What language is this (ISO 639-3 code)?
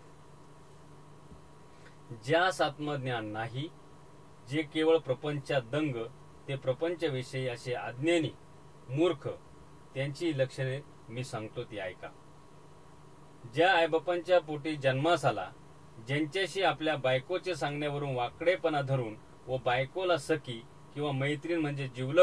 mar